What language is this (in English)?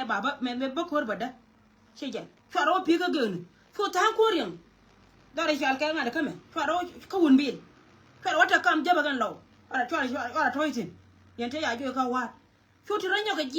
Nuer